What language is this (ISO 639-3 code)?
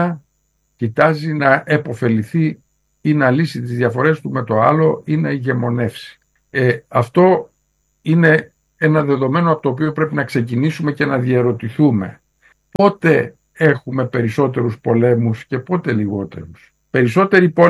ell